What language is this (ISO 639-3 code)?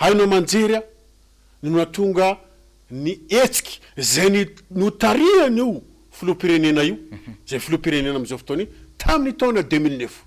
mlg